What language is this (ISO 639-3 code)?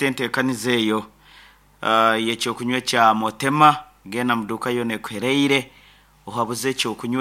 nyn